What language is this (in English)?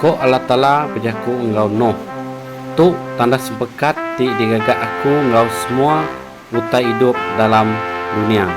Iban